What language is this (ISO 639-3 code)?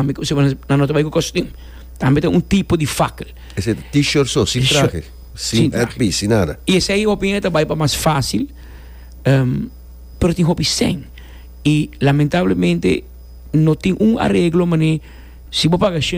pap